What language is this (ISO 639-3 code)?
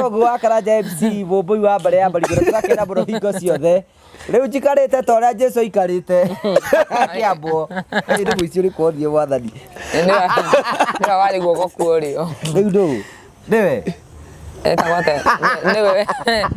kik